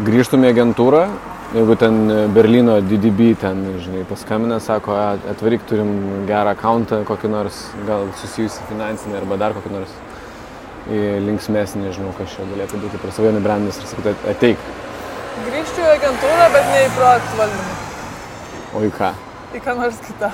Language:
Lithuanian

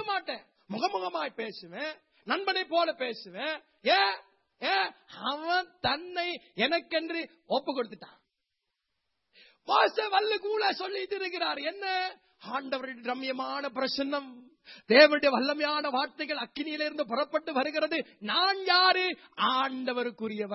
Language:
Tamil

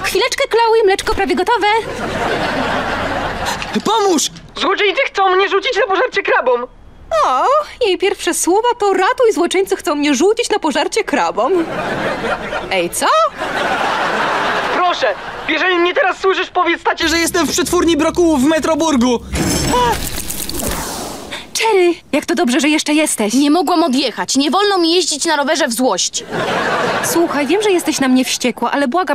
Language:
Polish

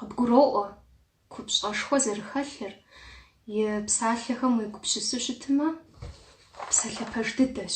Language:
Kabardian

